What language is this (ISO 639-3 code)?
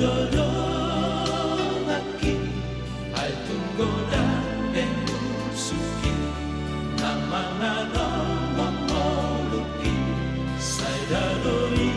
bbc